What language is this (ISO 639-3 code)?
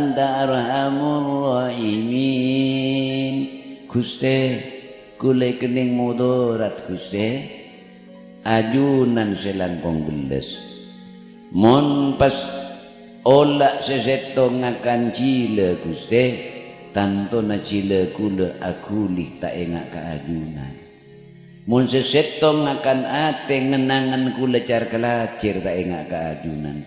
mad